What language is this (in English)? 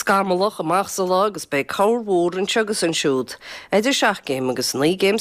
Irish